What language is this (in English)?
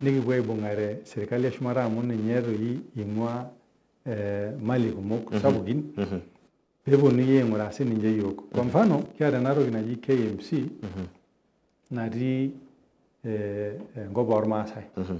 Masai